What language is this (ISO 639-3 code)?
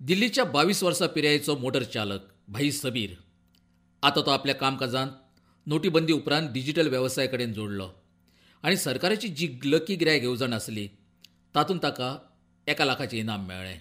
kok